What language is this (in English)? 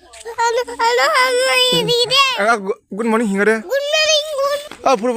Kok Borok